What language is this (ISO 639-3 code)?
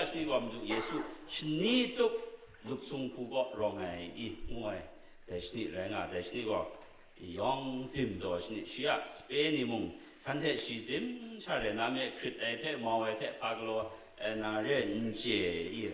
kac